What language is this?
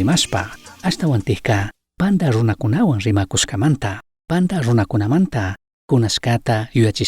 Chimborazo Highland Quichua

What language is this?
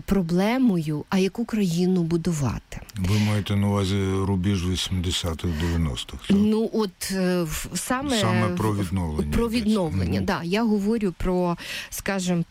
Ukrainian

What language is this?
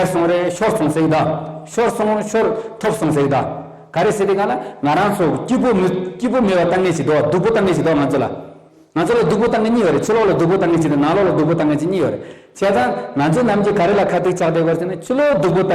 Tibetan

